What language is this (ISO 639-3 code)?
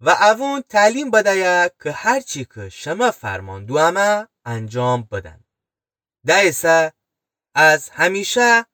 glk